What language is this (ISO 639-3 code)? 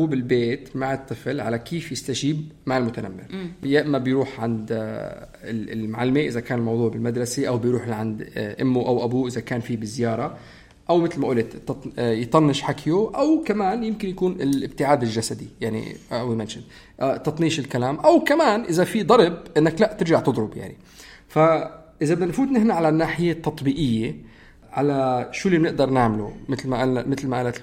apc